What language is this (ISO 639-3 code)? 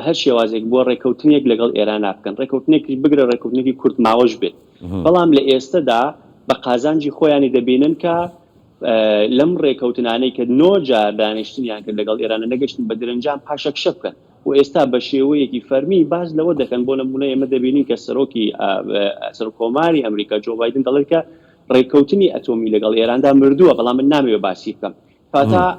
ckb